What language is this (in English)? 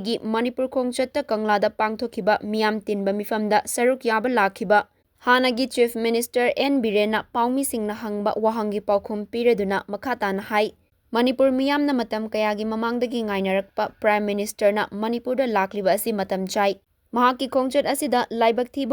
Manipuri